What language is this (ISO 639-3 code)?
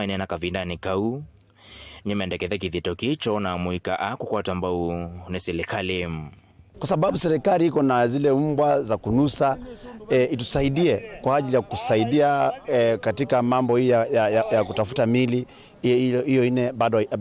kam